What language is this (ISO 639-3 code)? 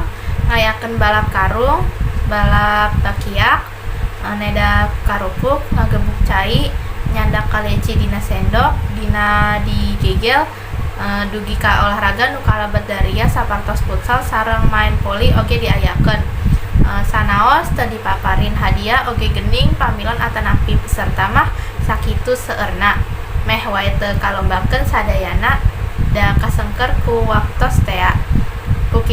sun